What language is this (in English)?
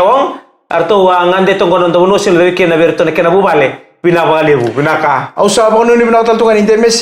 Fijian